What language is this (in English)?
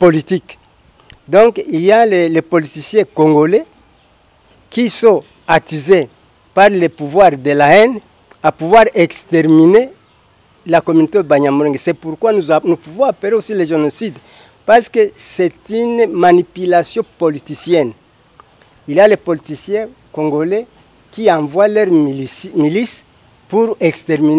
French